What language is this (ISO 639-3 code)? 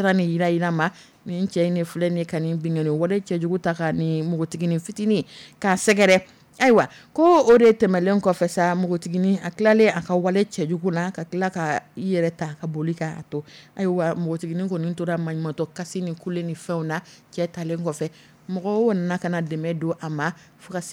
dyu